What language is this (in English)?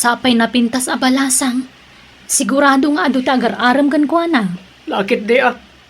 Iloko